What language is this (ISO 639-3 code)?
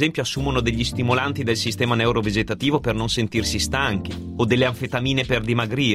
ita